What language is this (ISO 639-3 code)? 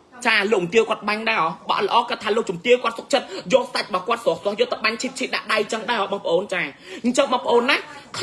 khm